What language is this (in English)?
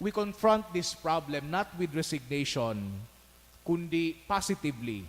Bikol